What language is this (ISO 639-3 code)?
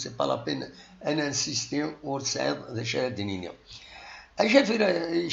kab